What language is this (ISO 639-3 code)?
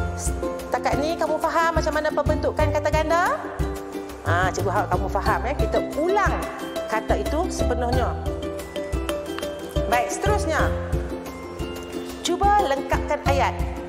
msa